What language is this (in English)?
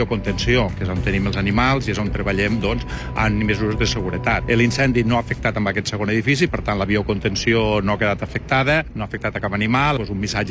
Catalan